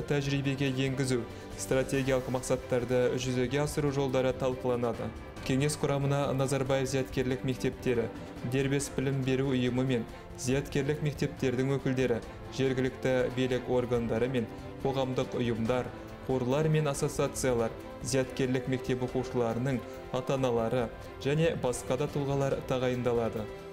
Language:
Kazakh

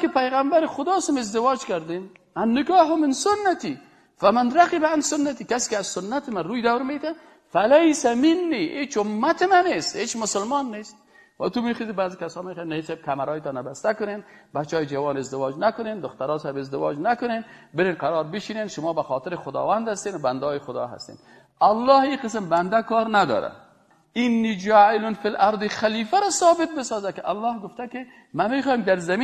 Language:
Persian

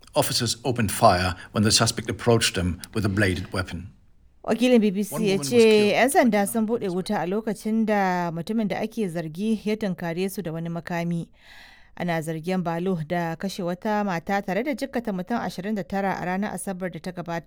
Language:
Hausa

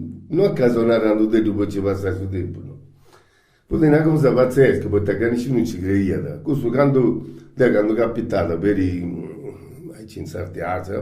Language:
Sardinian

